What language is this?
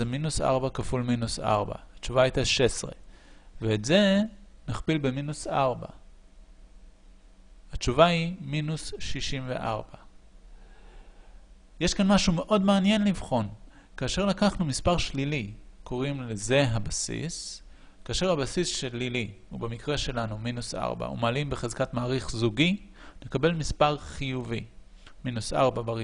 Hebrew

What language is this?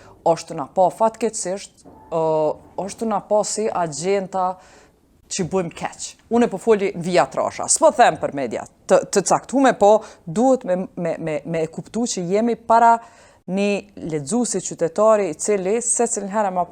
Albanian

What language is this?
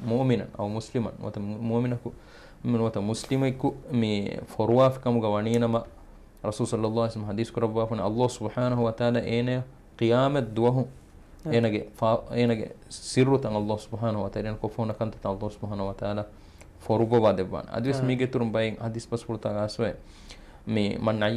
Divehi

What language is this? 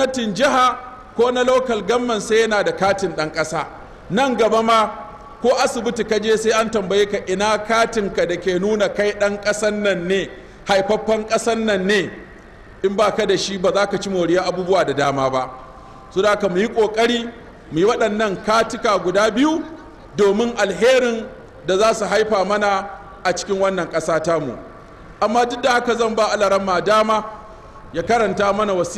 Hausa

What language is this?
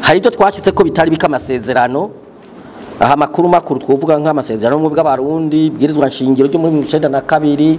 Rundi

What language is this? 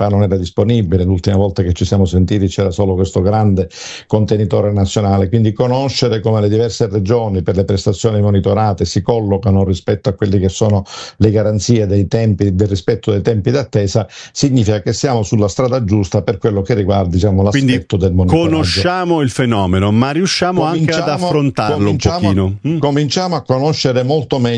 Italian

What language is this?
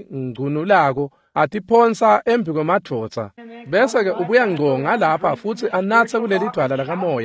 Swati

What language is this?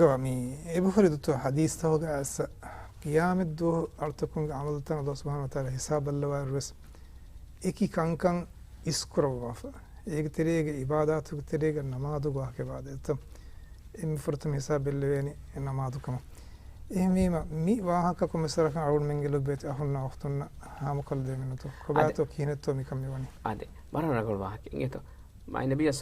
Divehi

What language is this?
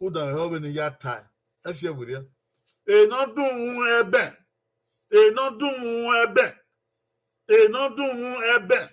Bini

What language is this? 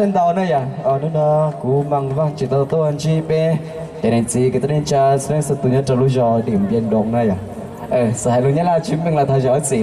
Hmong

